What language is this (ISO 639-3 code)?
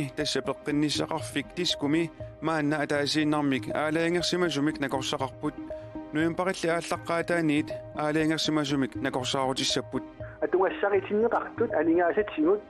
kal